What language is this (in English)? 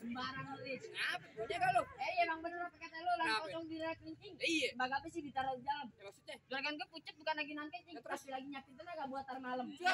Betawi